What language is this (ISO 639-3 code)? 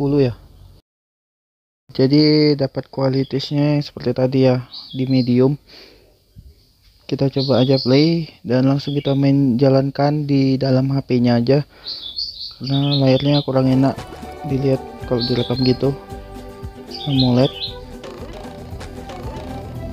ind